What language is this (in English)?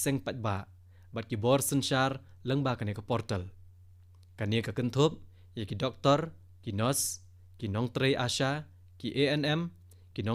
Khasi